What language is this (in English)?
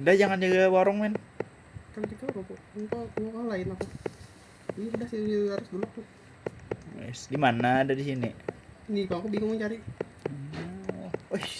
Banjar